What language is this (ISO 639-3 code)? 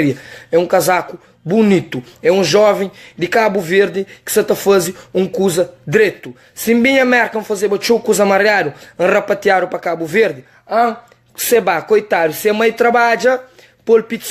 kea